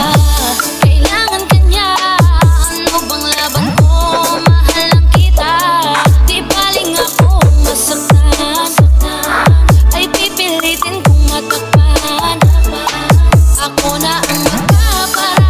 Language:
Filipino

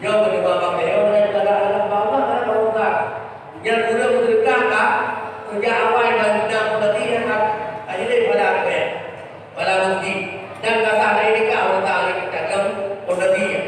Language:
Achinese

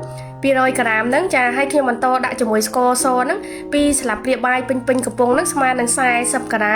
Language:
Khmer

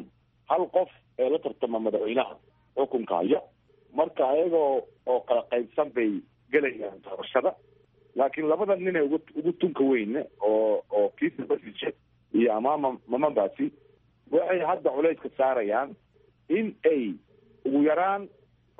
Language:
Somali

